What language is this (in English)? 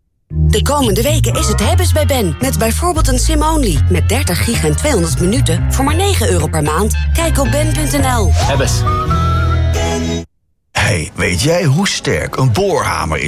Dutch